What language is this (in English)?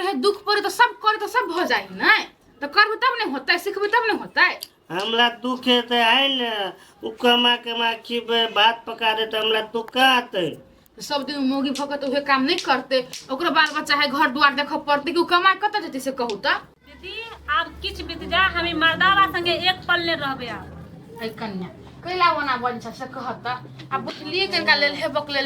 Maithili